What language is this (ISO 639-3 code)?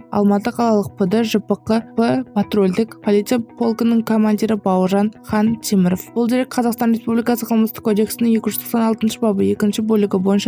kaz